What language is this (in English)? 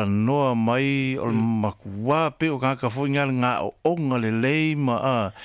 Samoan